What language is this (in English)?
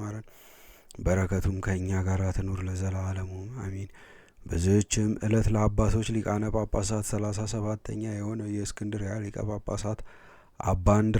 Amharic